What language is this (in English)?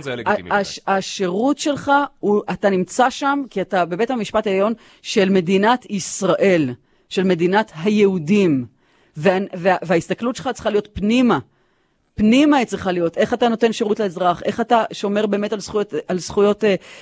Hebrew